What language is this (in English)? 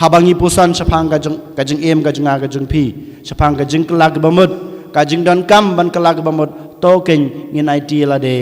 Khasi